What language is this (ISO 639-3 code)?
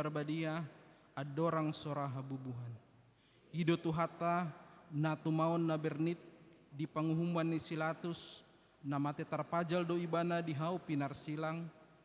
bbc